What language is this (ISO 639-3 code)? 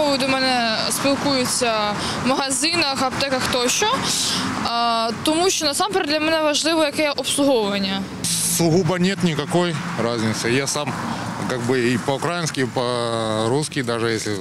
ukr